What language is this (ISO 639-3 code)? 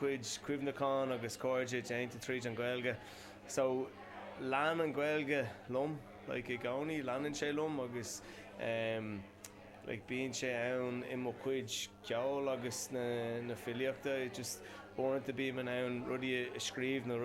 gle